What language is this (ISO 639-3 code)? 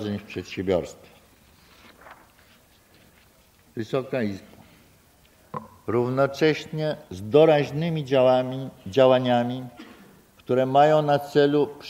pol